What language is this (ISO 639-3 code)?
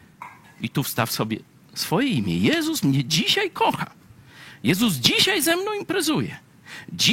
pol